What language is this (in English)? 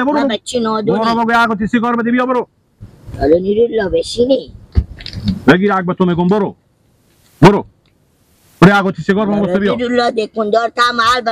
Persian